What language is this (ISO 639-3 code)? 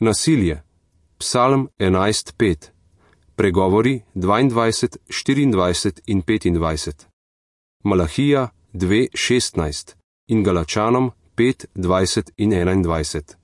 slv